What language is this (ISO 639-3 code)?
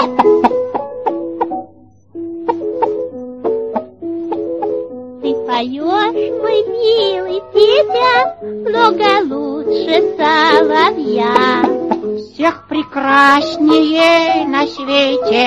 rus